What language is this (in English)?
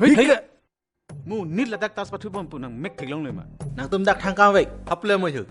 Karbi